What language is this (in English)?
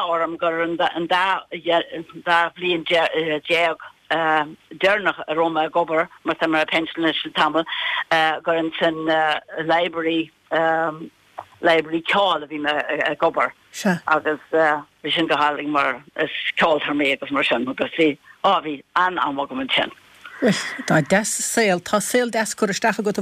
Irish